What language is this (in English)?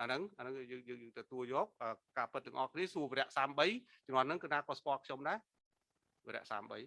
Khmer